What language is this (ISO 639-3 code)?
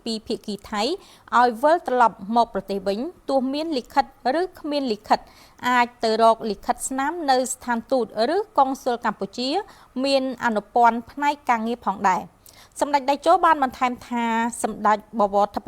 khm